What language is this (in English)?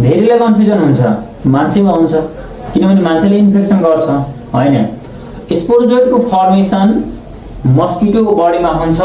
Nepali